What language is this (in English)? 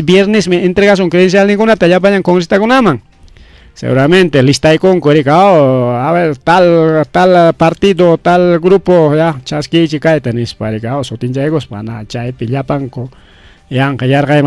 Ayacucho Quechua